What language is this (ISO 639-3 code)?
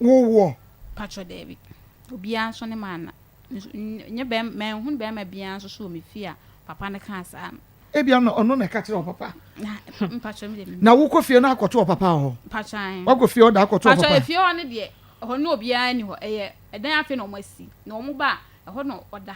aka